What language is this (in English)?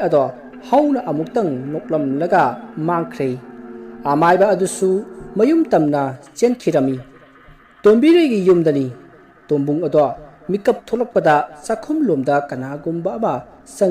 Manipuri